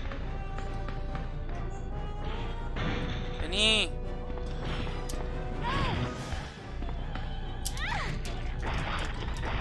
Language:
Spanish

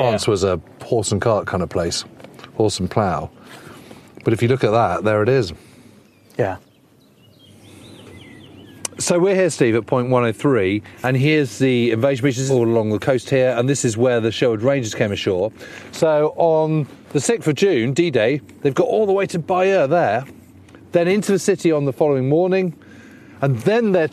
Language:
English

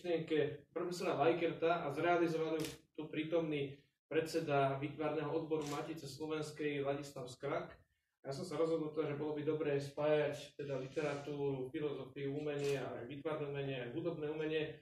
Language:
Slovak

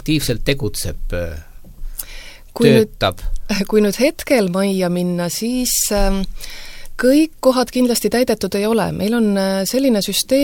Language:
Estonian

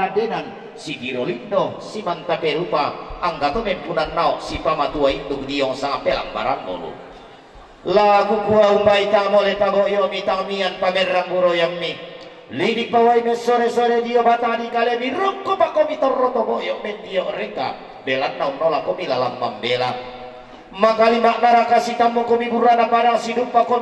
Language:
Toraja-Sa'dan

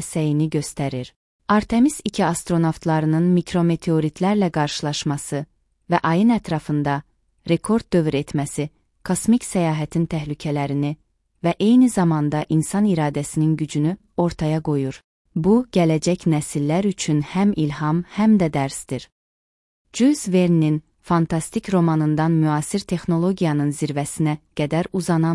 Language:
Azerbaijani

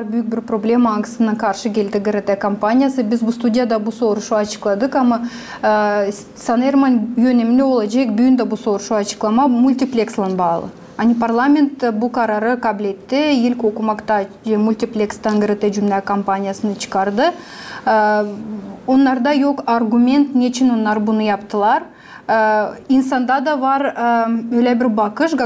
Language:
Gagauz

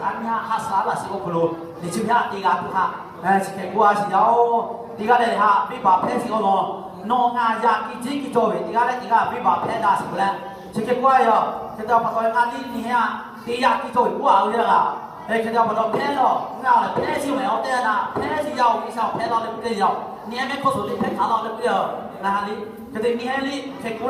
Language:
Lahu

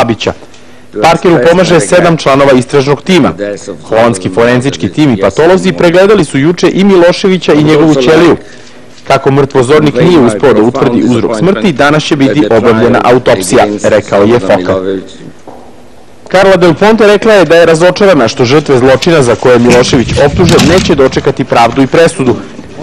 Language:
Serbian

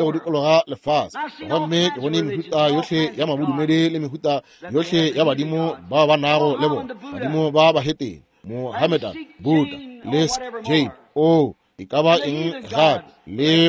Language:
Northern Sotho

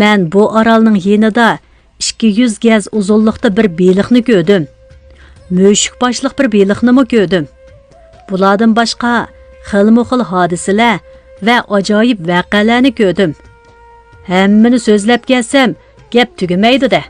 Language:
Uyghur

